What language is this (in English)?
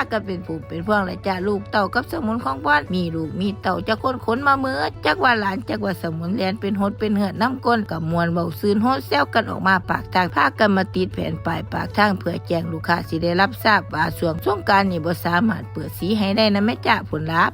Northeastern Thai